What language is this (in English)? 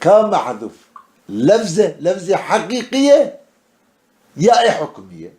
Kurdish